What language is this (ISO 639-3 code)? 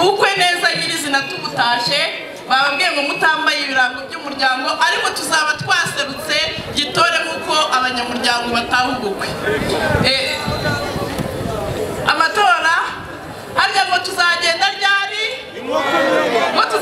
kin